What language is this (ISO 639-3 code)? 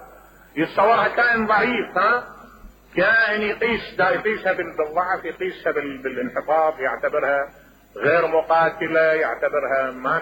acm